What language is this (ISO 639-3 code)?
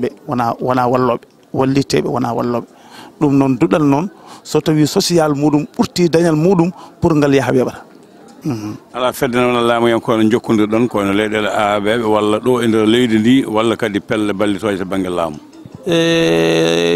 ful